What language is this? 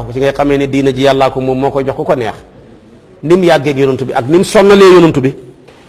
Wolof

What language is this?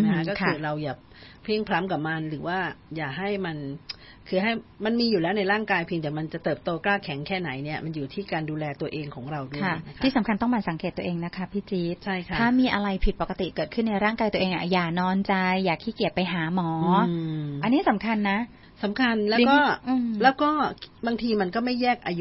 Thai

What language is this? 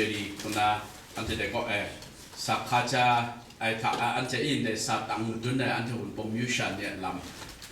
Kachin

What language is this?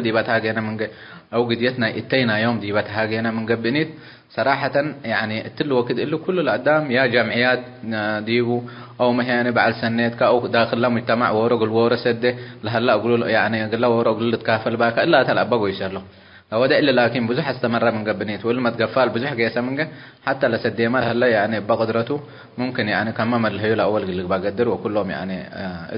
Tigre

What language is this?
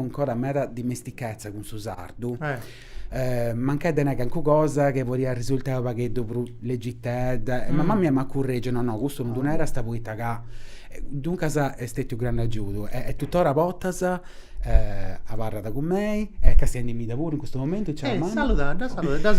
Sardinian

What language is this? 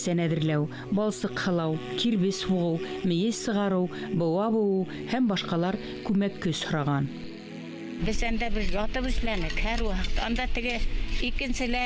Bashkir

